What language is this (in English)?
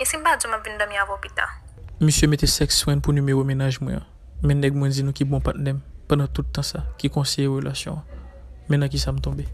Haitian Creole